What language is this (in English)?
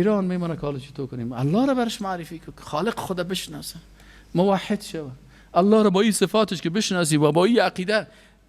Persian